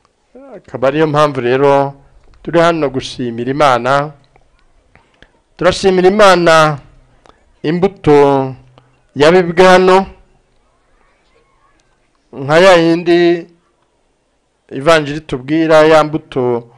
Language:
Kinyarwanda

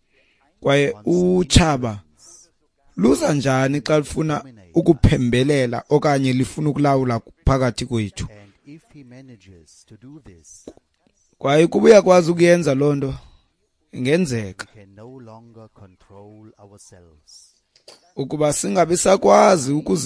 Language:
Xhosa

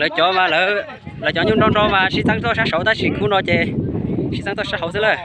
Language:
Hmong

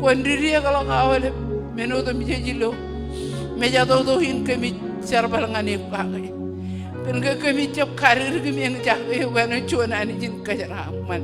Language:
Marshallese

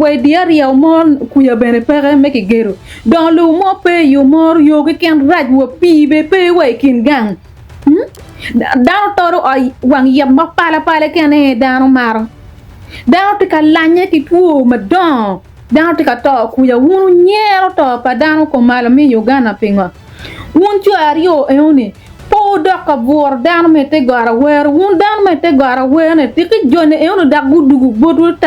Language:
Acoli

